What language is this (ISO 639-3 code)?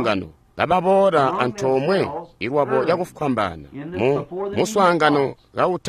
toi